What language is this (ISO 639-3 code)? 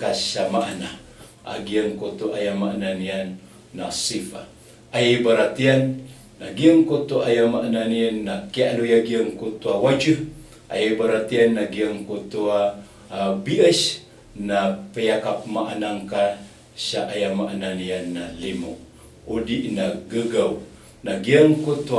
mrw